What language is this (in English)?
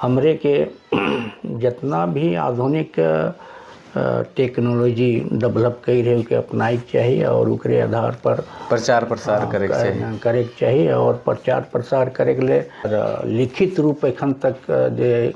Sadri